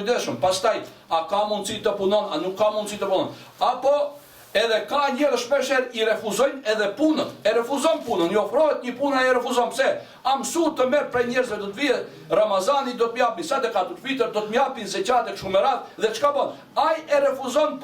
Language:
Albanian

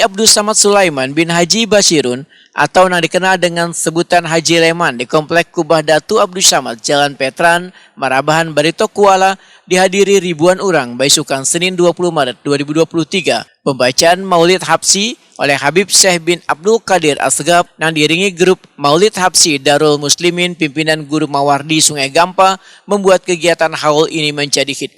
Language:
Banjar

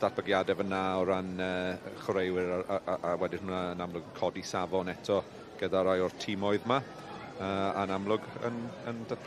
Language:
Welsh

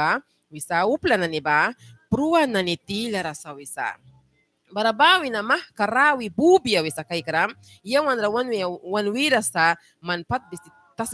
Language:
Mískito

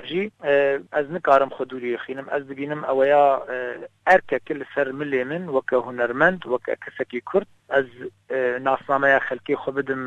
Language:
Kurdish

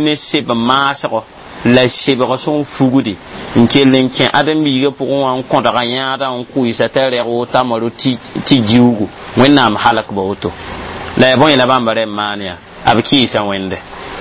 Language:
Mossi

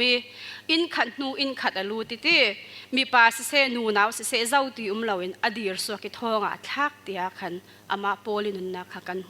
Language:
Falam Chin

